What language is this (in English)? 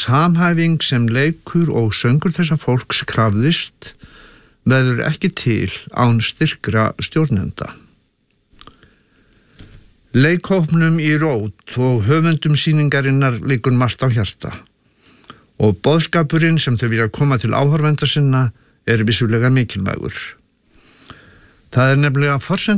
Icelandic